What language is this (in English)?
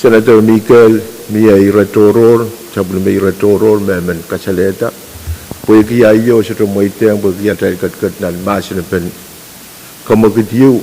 Pohnpeian